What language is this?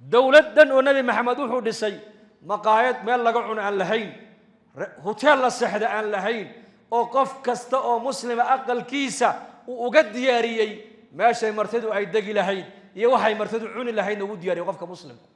Somali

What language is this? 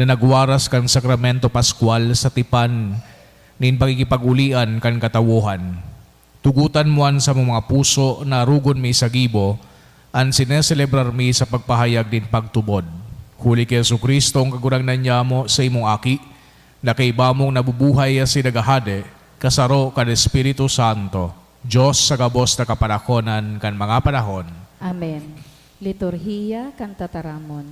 Bikol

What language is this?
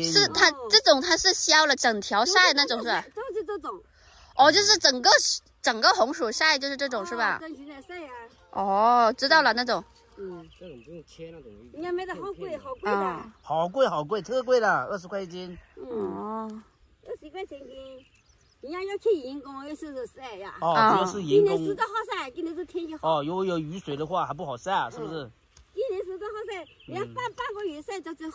Chinese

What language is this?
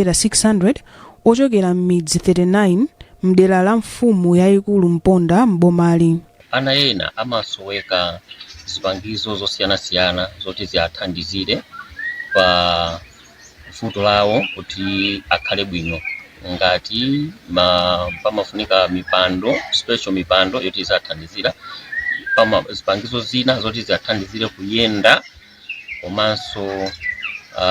Nyanja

